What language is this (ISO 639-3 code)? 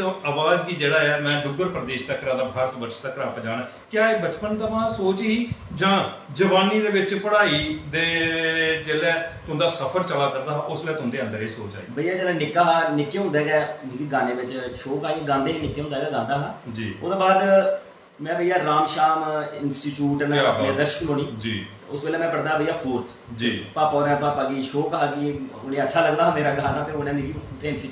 doi